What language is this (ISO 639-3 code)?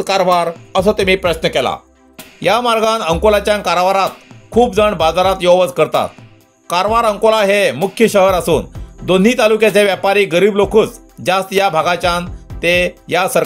kok